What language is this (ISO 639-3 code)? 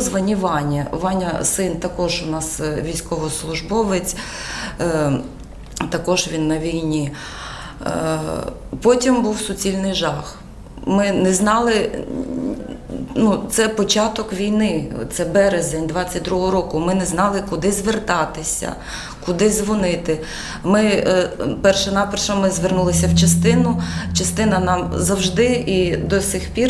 ukr